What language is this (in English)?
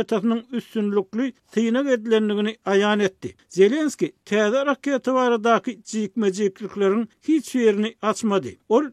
Turkmen